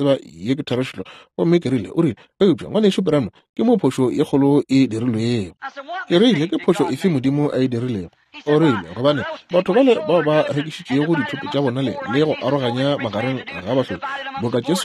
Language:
Northern Sotho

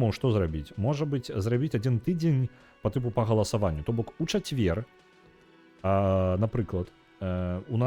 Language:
Belarusian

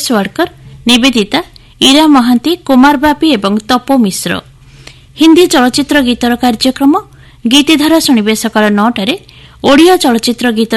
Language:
Odia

